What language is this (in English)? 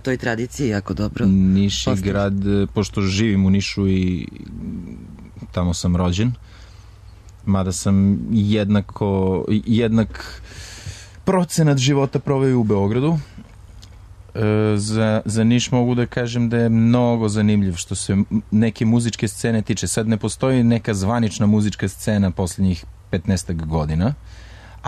Serbian